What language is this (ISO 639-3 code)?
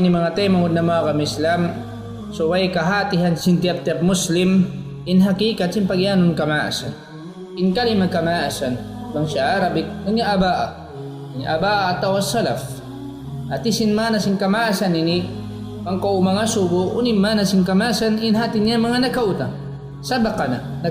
tsg